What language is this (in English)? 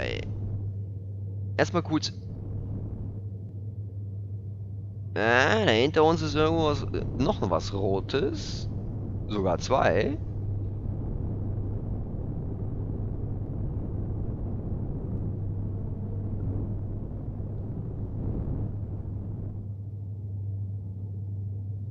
German